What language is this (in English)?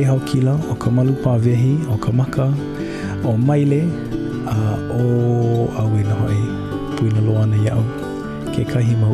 Hawaiian